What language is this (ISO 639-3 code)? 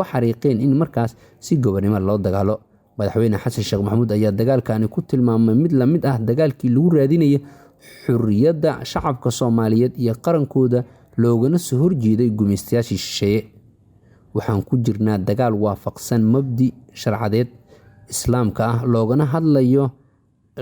som